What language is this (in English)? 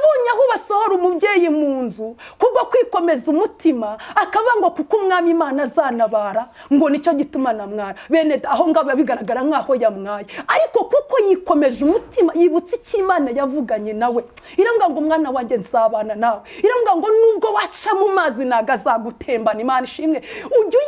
Kinyarwanda